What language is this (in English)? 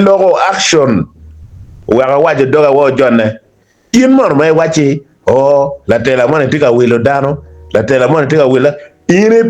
Acoli